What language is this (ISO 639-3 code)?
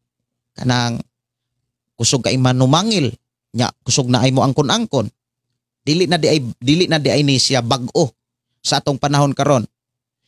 ceb